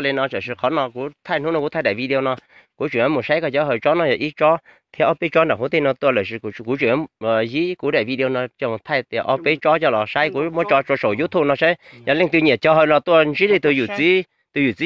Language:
Hmong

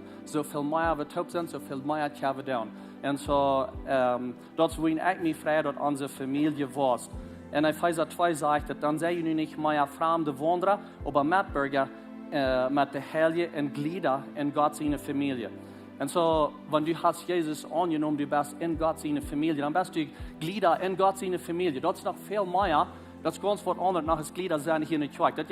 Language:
Plautdietsch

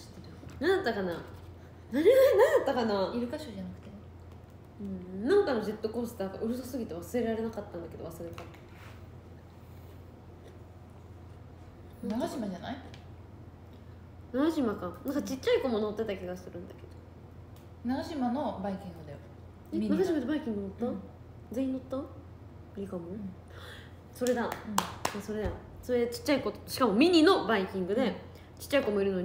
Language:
Japanese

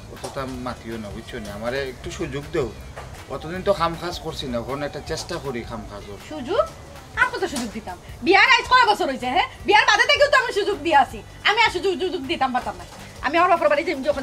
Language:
Sylheti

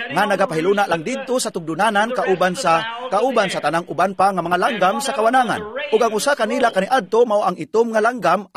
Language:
Cebuano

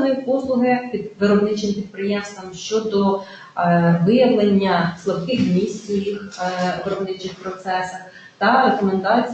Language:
Ukrainian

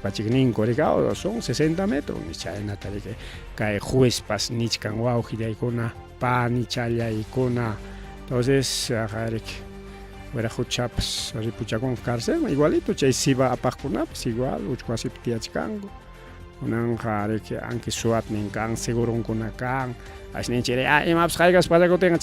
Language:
Ayacucho Quechua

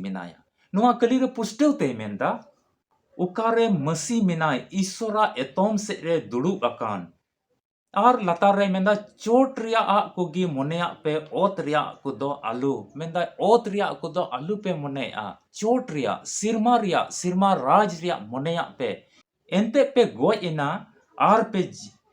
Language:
Santali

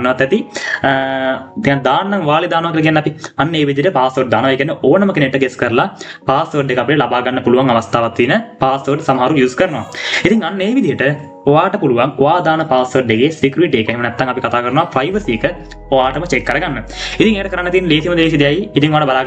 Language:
Sinhala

